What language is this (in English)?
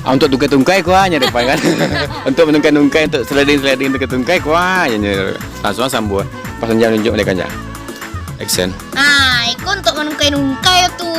Minangkabau